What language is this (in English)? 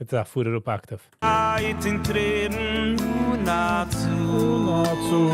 Yiddish